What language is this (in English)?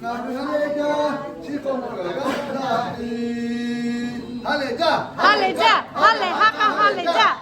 Lahu